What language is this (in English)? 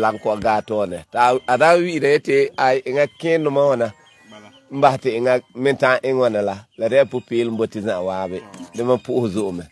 Frafra